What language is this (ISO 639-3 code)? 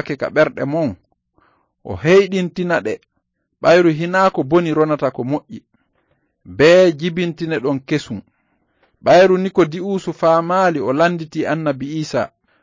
ful